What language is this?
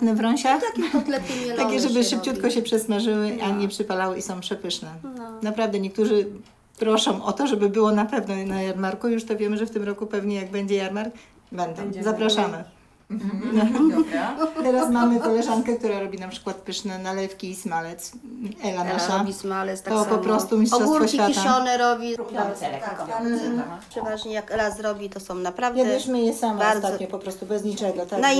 Polish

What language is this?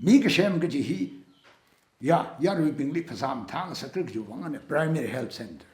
Tangkhul Naga (India)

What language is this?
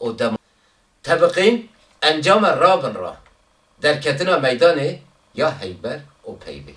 Kurdish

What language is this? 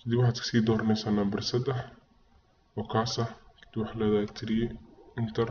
Somali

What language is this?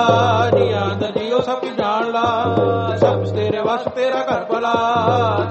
Punjabi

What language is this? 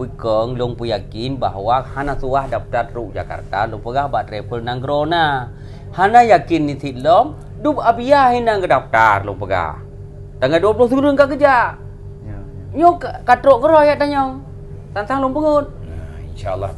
Achinese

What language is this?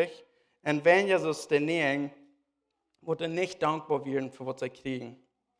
Plautdietsch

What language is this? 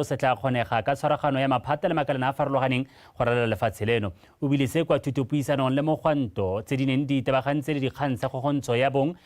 Tswana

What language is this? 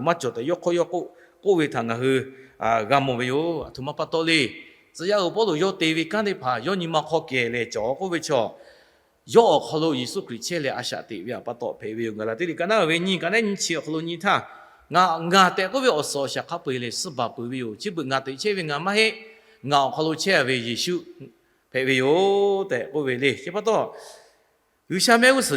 Lahu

